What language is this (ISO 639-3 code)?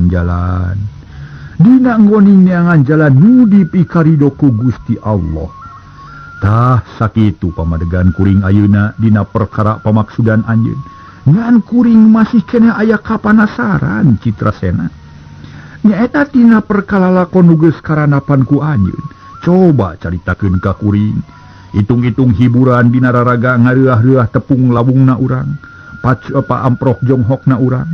sun